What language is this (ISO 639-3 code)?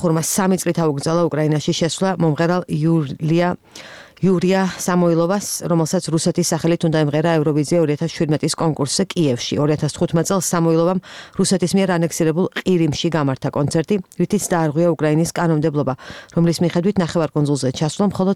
kat